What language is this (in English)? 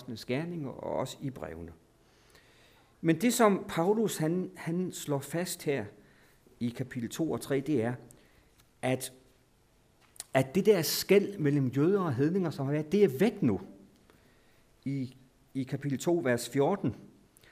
Danish